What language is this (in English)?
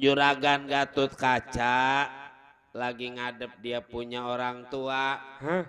Betawi